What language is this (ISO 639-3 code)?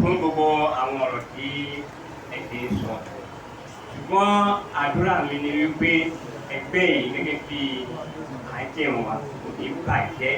yor